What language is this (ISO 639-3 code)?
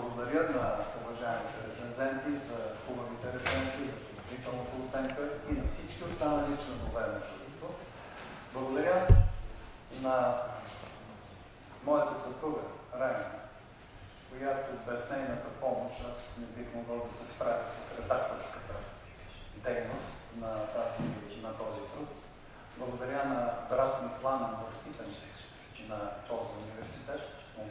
bul